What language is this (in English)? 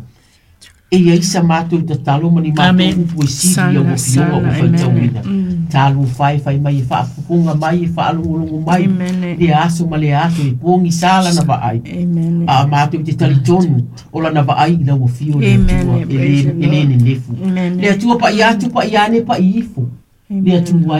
Samoan